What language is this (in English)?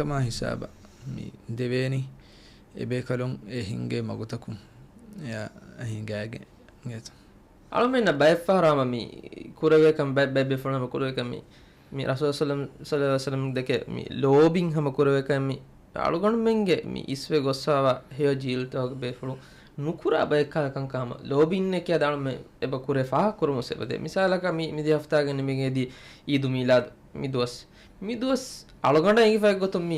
Divehi